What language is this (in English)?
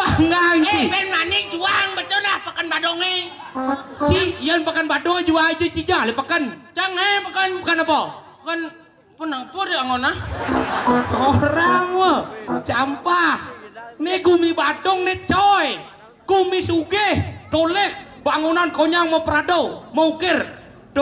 Balinese